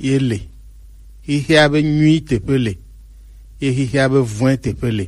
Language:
Gen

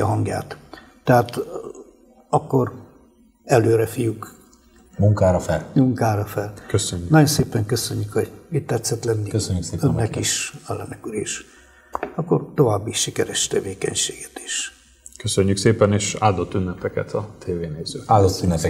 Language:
Hungarian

